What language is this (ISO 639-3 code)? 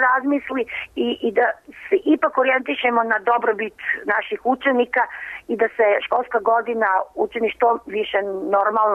srp